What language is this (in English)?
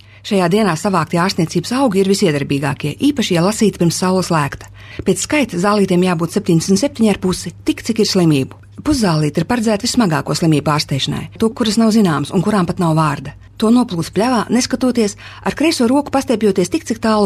Latvian